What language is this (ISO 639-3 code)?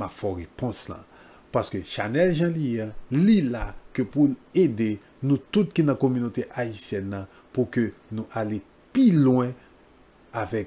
hat